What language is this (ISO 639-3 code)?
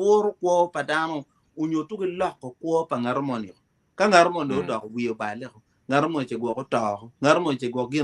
ach